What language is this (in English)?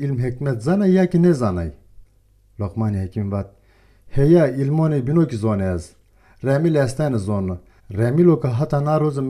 Zaza